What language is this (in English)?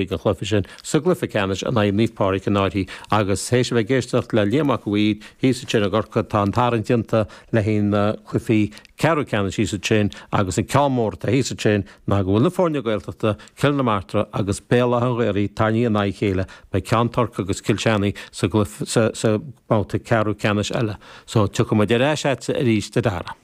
Irish